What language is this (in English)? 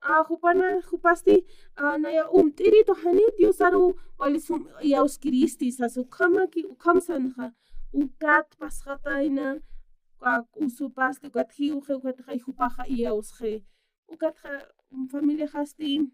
Aymara